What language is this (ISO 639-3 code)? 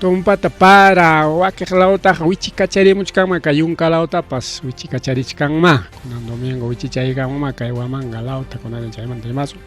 quy